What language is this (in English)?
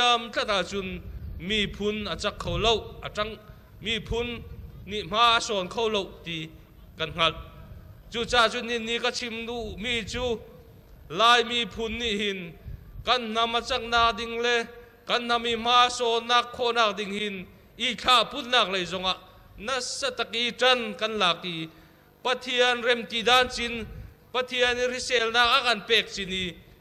Hakha Chin